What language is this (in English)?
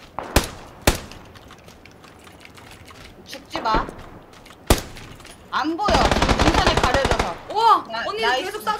Korean